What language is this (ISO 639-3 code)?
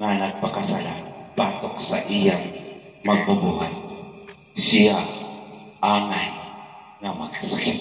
ceb